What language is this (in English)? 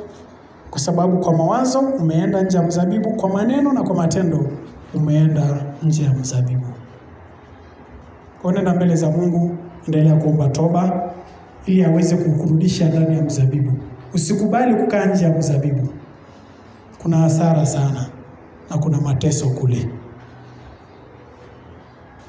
Swahili